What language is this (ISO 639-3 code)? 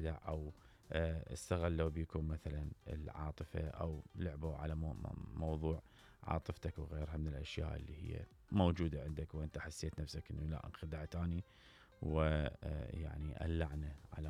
acm